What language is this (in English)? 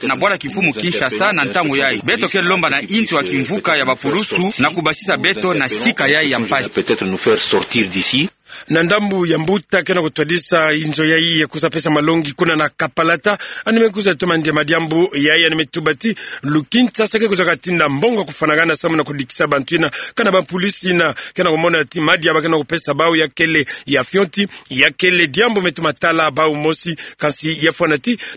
Kituba (Democratic Republic of Congo)